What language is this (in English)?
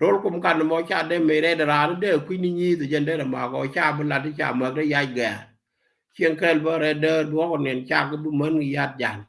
Nuer